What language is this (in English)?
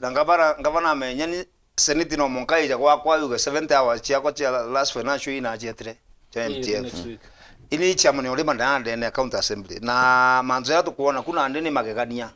Meru